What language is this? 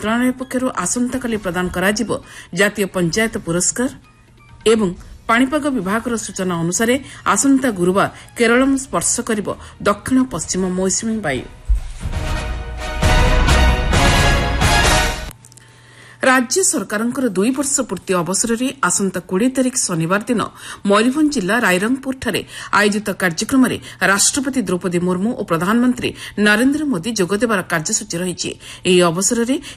Odia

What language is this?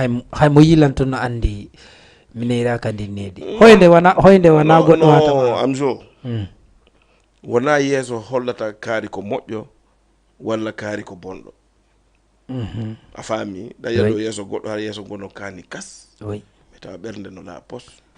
Fula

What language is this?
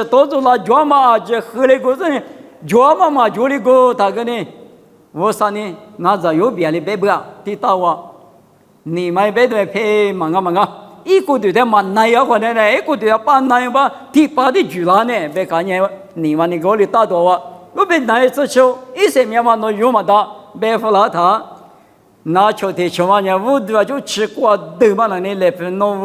Lisu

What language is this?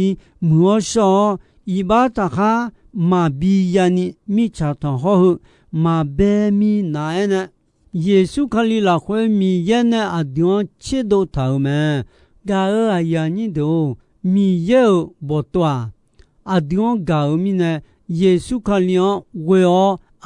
Akha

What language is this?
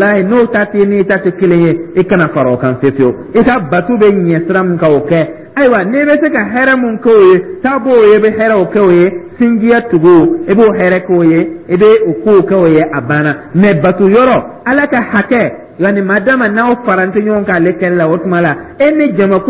Dyula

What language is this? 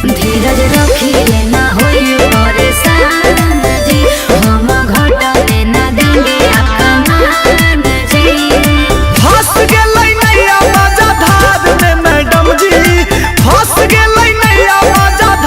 Magahi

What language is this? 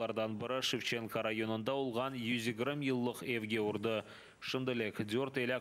Crimean Tatar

